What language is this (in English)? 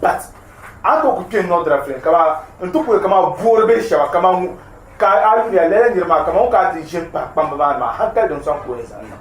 Dagbani